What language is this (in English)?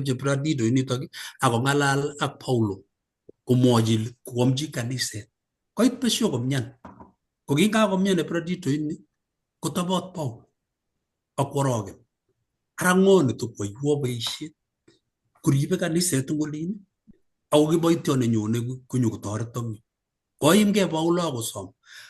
Kalenjin